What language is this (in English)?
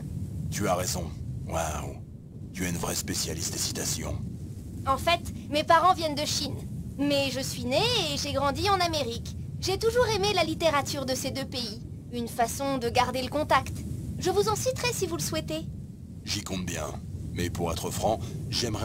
French